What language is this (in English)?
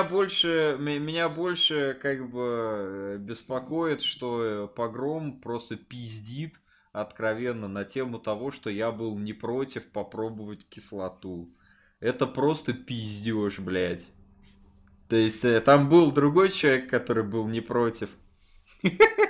Russian